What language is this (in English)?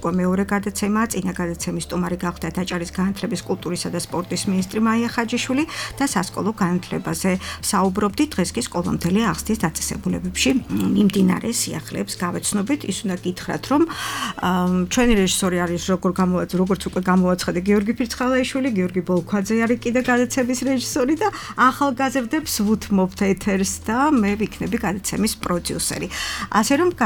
Georgian